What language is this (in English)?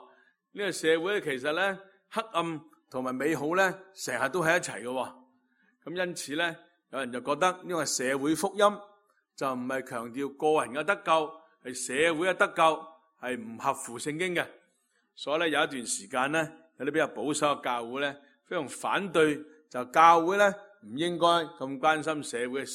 Cantonese